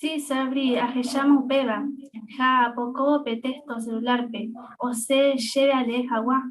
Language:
Guarani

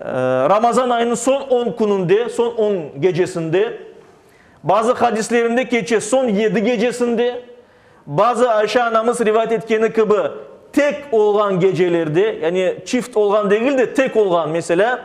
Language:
Crimean Tatar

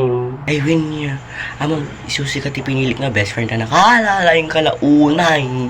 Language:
Iloko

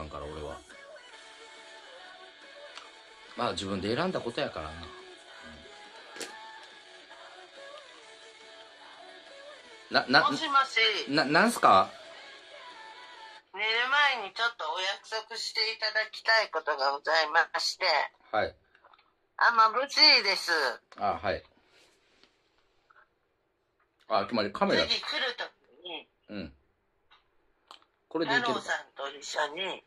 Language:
Japanese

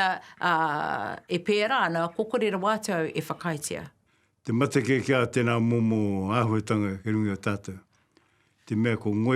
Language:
Māori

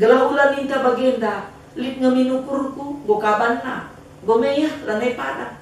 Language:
Batak Karo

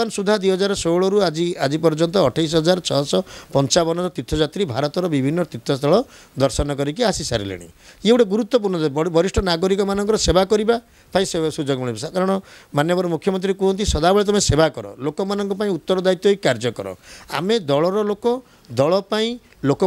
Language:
Odia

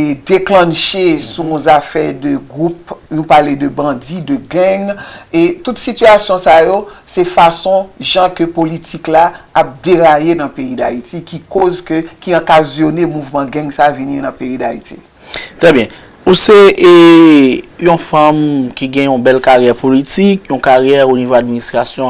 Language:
Haitian Creole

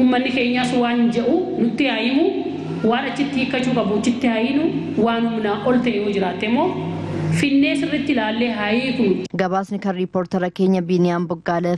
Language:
Oromo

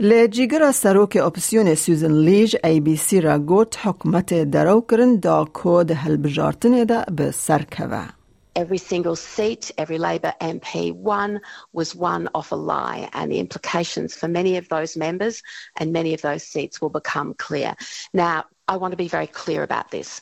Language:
Kurdish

